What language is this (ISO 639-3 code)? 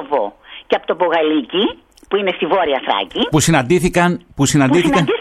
ell